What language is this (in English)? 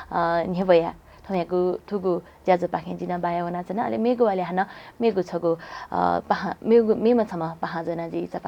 Newari